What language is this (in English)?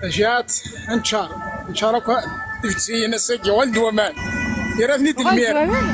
Kabyle